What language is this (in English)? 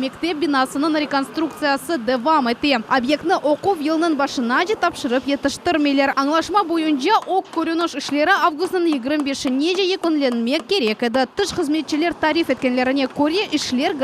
Crimean Tatar